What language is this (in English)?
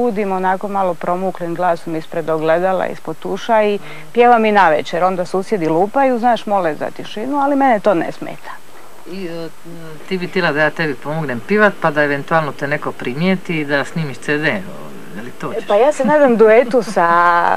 Croatian